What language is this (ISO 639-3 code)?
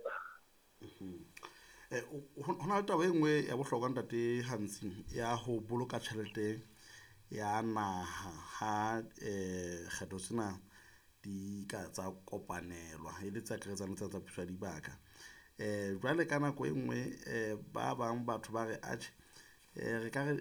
sot